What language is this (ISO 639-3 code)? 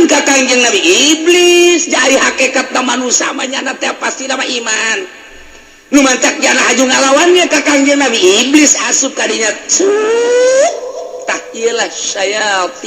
sun